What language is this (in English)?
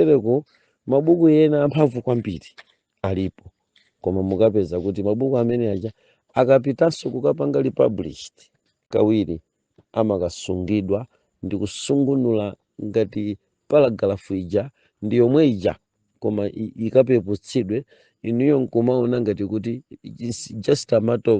Nyanja